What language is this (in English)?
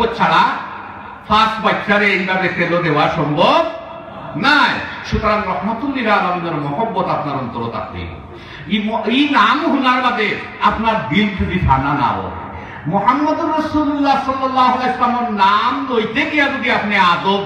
Sylheti